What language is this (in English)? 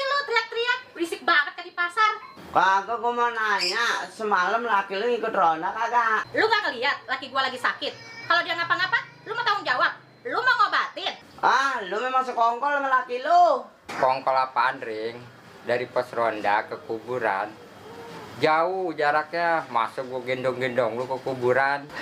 Betawi